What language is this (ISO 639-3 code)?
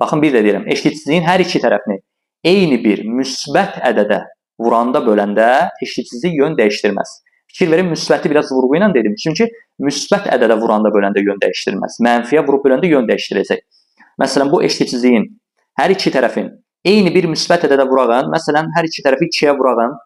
aze